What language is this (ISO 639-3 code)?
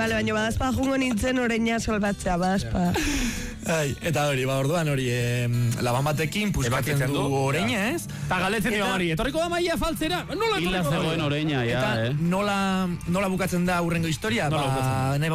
eus